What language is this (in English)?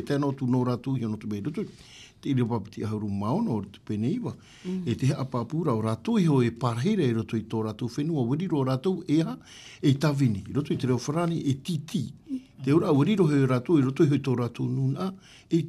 Tahitian